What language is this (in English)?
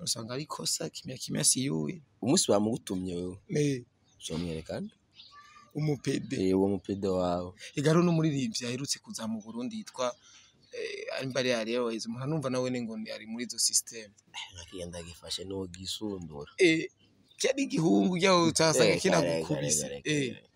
Rundi